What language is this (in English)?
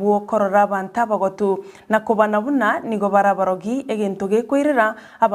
Gusii